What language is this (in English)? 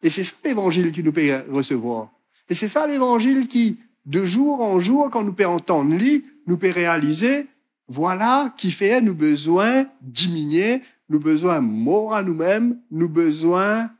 Morisyen